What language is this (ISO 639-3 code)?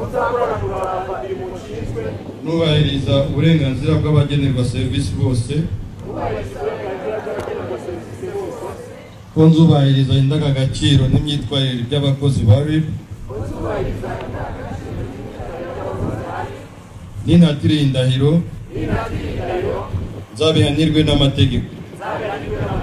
kin